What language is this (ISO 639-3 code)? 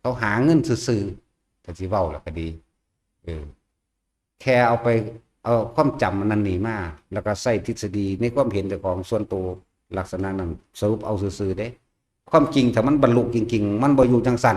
tts